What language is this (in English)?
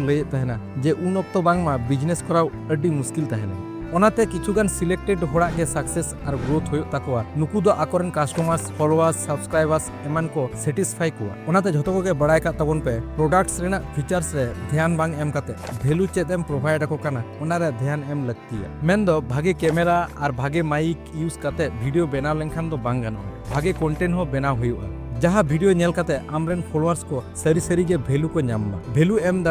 Santali